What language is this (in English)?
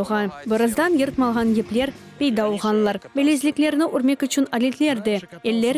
Crimean Tatar